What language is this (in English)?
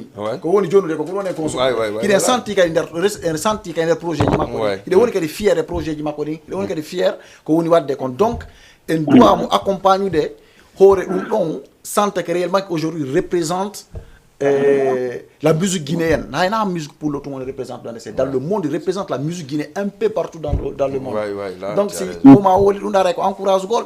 Fula